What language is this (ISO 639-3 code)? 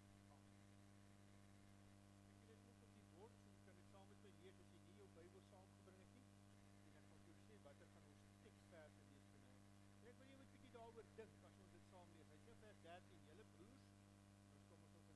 afr